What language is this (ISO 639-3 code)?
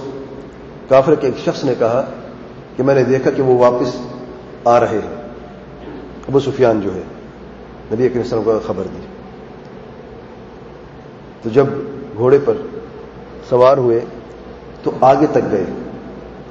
urd